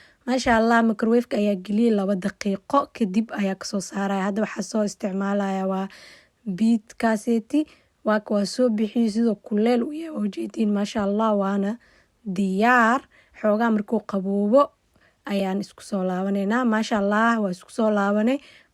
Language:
Somali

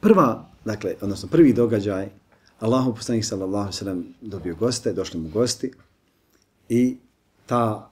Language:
Bosnian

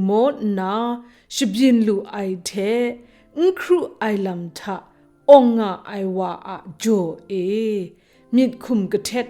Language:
Kachin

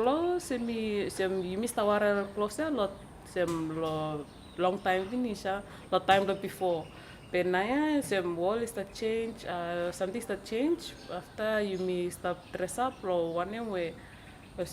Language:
Bislama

